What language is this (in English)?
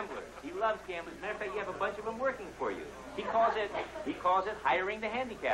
English